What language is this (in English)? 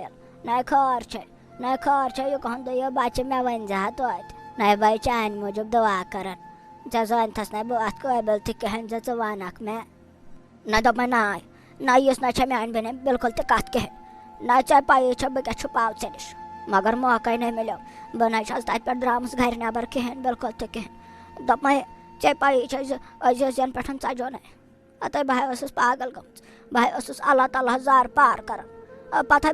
Kashmiri